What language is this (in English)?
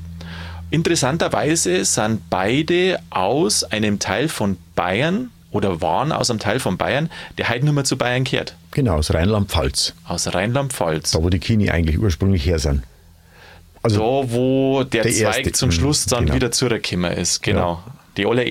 German